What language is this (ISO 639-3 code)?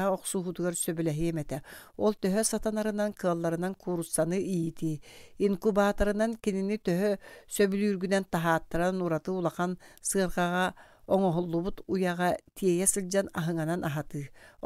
sah